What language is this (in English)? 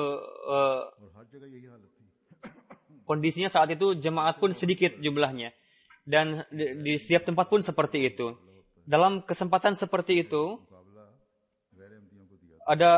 Indonesian